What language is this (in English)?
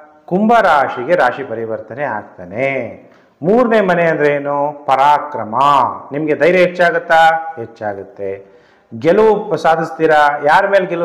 Kannada